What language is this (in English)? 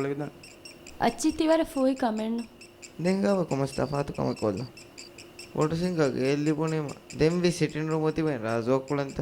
Divehi